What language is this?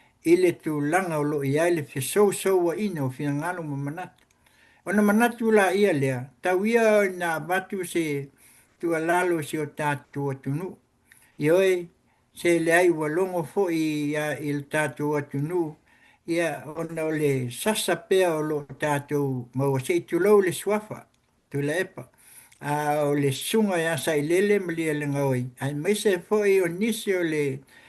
Samoan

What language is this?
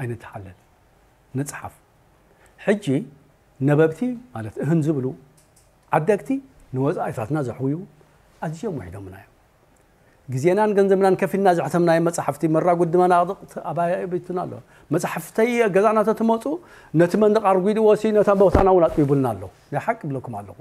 Tigrinya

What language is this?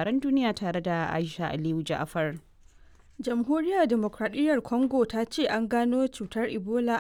Hausa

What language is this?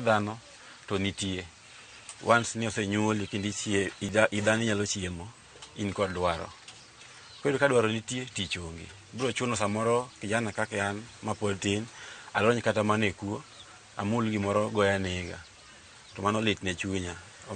Luo (Kenya and Tanzania)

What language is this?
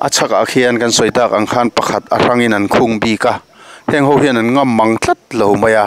Mizo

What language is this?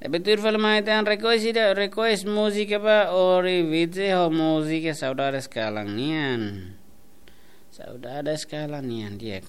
Tetum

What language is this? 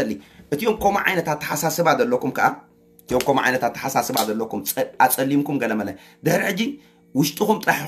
Tigrinya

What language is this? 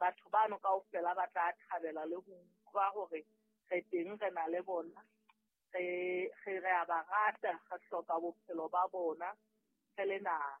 Southern Sotho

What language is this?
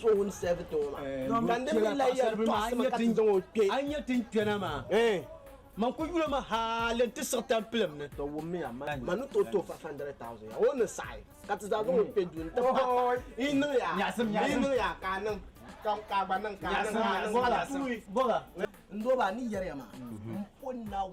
Dagbani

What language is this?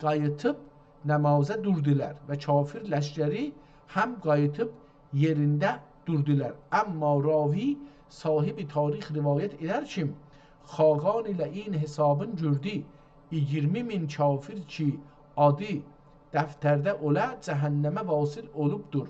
South Azerbaijani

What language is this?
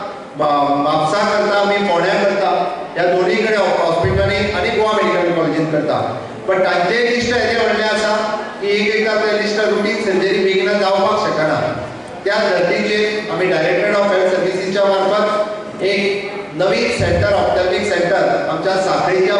Konkani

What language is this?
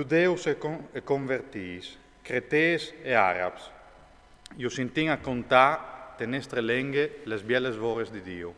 Friulian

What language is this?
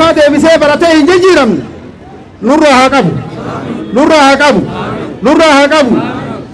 Oromo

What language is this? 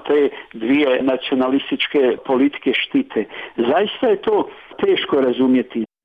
Bosnian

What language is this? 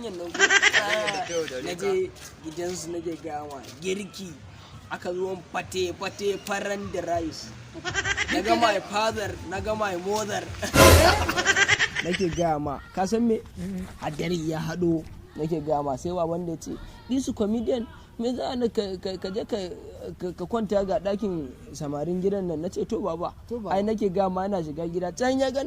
Hausa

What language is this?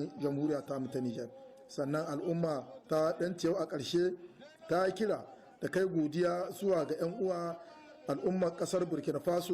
Hausa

